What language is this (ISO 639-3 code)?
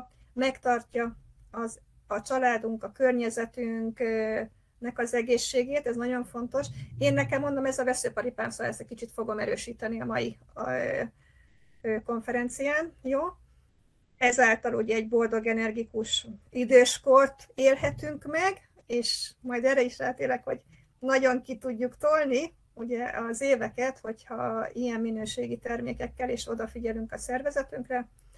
hun